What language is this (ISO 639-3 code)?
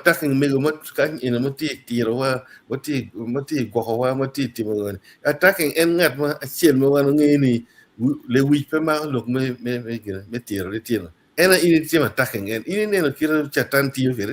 ach